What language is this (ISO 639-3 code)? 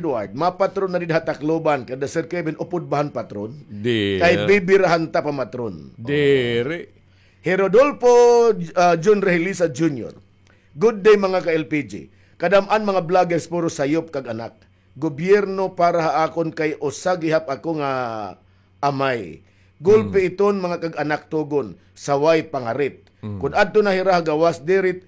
war